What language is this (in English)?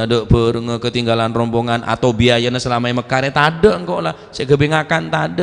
Madurese